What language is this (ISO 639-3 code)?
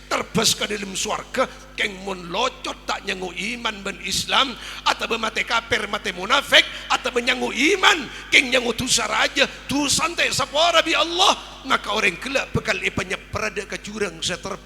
mad